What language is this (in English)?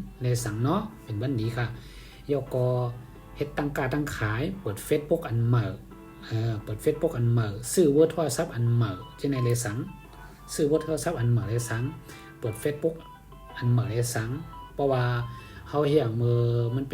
Shan